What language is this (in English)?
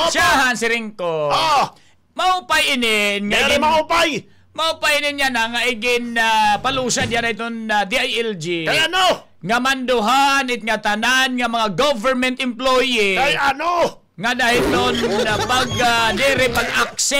Waray